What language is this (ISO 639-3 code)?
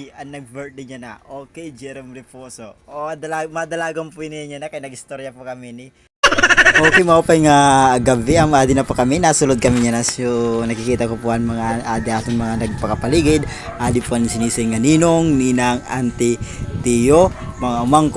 war